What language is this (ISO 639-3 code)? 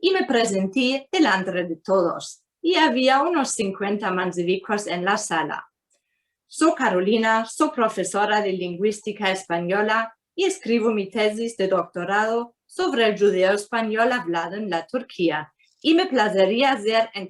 lad